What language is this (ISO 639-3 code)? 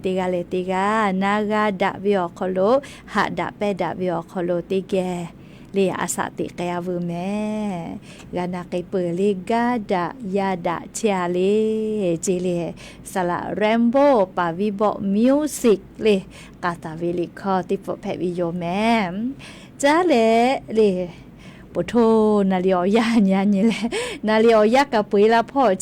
lhu